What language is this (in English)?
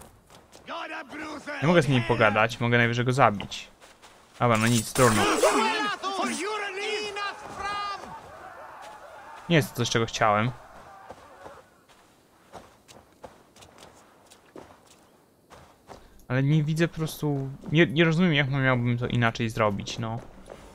Polish